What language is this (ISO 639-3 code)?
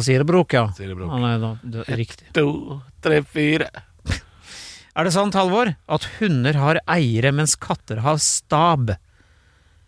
nor